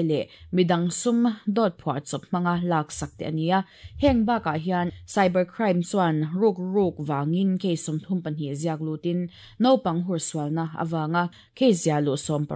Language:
Mizo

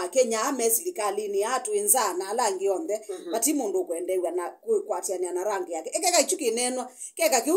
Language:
Kamba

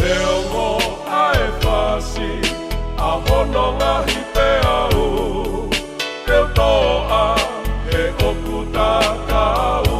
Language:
Tongan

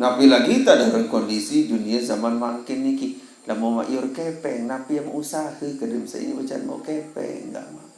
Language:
Sasak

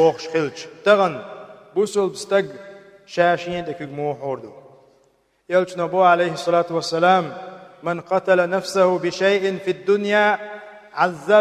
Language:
Chechen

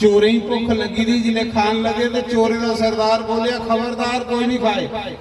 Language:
Dogri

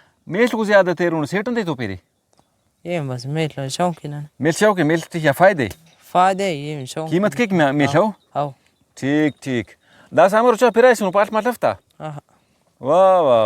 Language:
Brahui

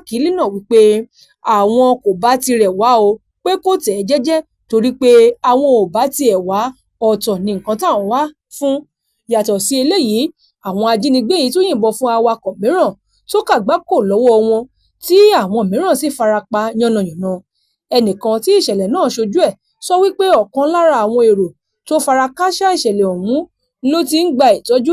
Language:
Yoruba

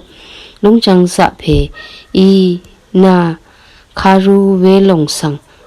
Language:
Rawang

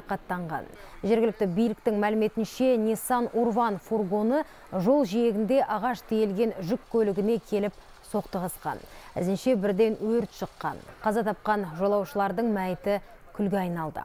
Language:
Kazakh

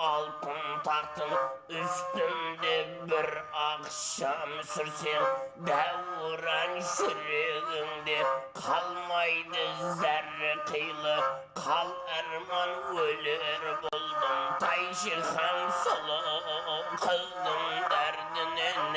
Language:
Kara-Kalpak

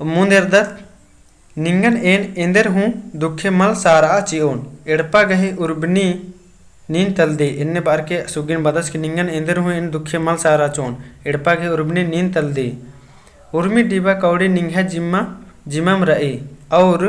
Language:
Kurukh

